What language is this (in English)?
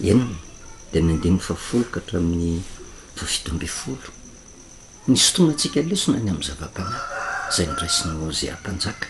Malagasy